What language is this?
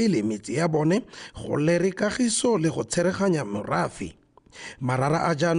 Tswana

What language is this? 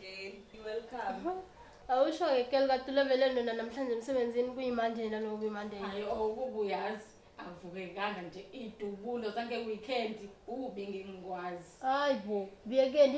Zulu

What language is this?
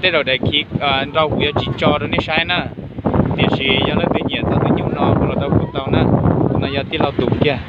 Hmong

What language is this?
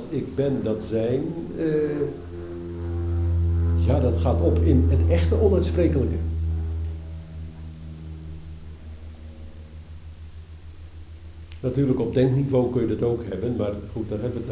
Dutch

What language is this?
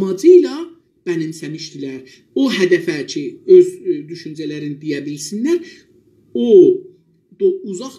South Azerbaijani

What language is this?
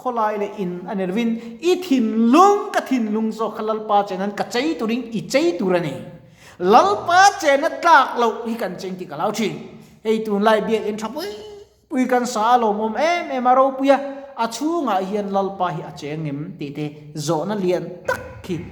Mizo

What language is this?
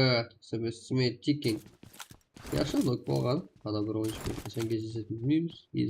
Kara-Kalpak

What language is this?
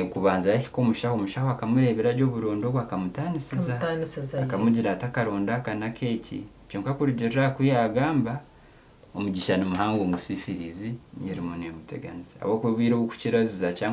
Nyankole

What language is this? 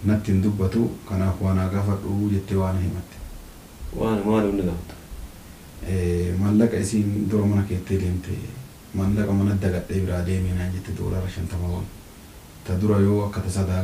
Oromo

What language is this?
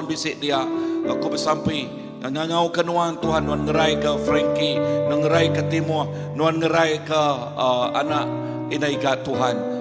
Iban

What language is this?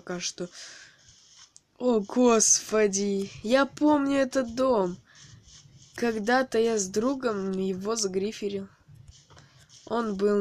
Russian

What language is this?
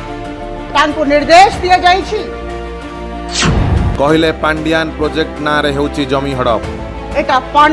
Odia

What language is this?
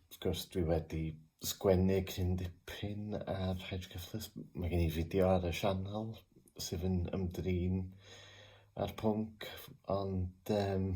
Welsh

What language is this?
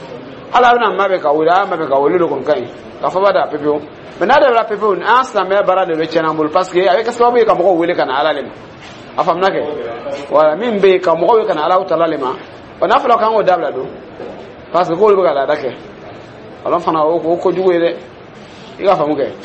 Dyula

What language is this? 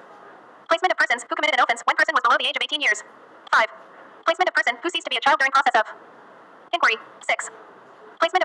English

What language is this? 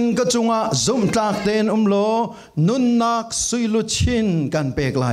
Falam Chin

